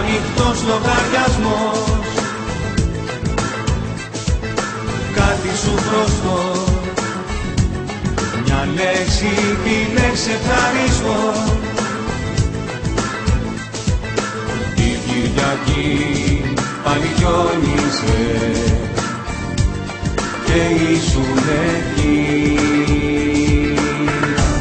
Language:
Greek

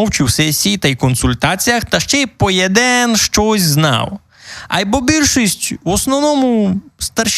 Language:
Rusyn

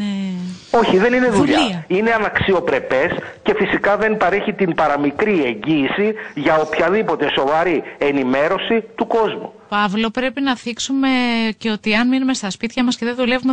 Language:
Greek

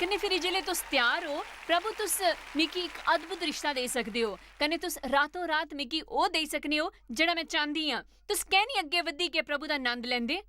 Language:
Dogri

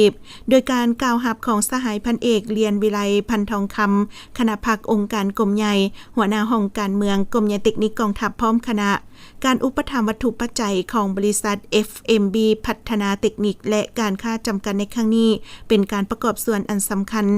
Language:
Lao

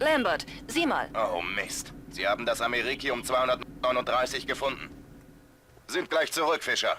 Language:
Bavarian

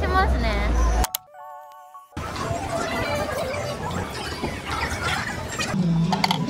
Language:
Japanese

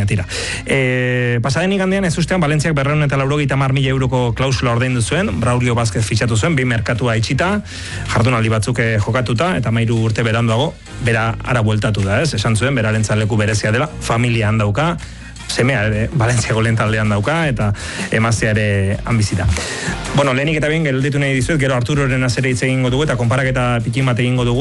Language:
Basque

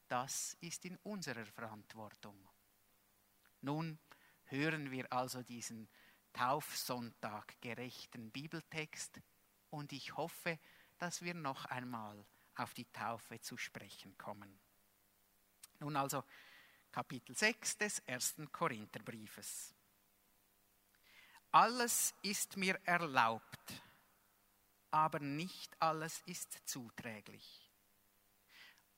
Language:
German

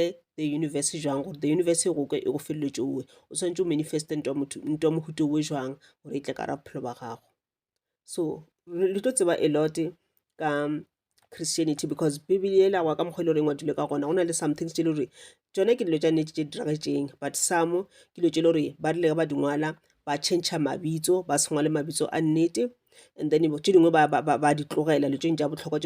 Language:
Northern Sotho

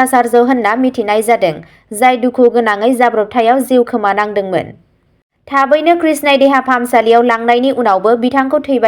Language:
Bodo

